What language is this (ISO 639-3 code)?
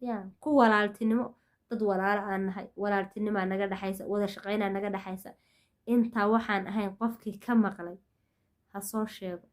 som